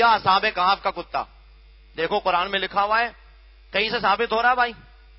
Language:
Urdu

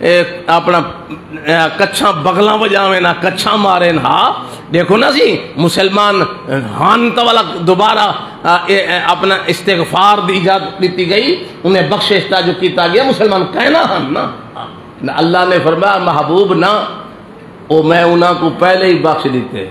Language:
Saraiki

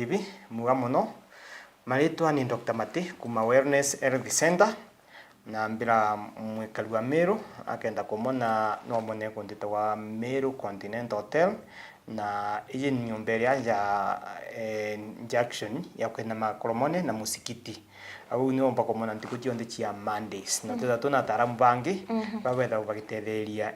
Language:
Meru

